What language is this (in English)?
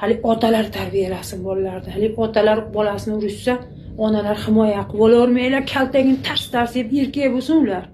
Uzbek